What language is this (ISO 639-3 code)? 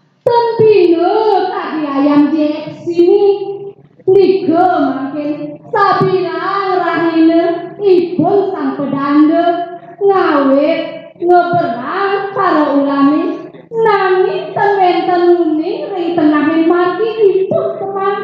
ban